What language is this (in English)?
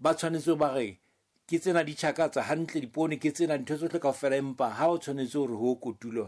Southern Sotho